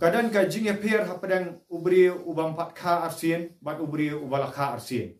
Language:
Khasi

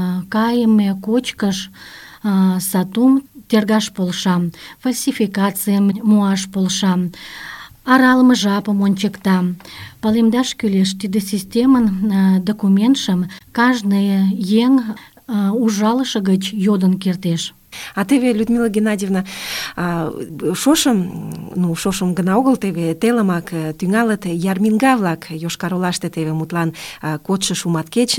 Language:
Mari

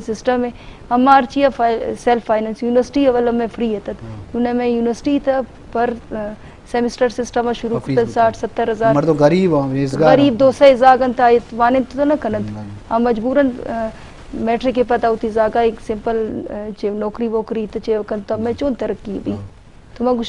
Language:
Eastern Balochi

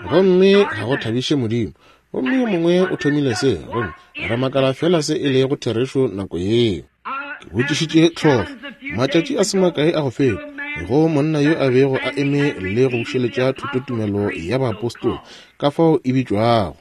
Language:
Northern Sotho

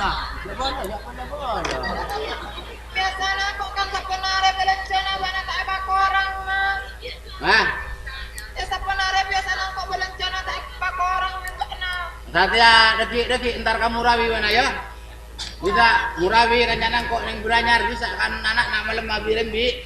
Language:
Madurese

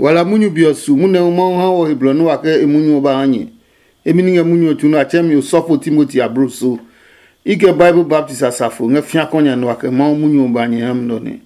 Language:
Adangme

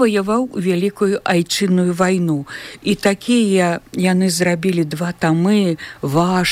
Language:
Belarusian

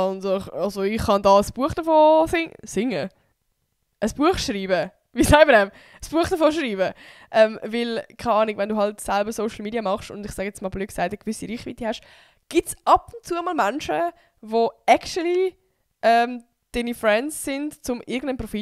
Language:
Swiss German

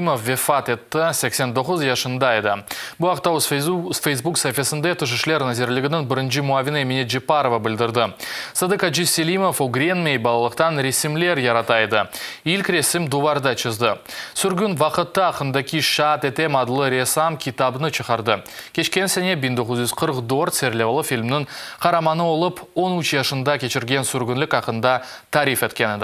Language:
Crimean Tatar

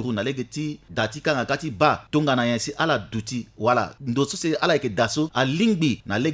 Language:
Sango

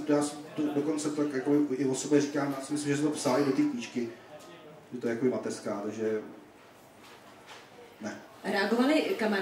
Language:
Czech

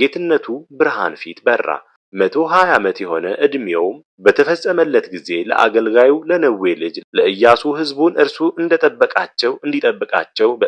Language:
Amharic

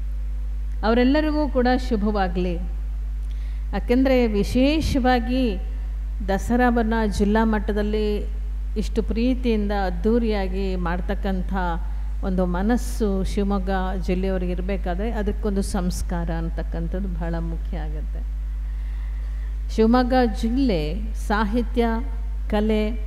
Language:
Kannada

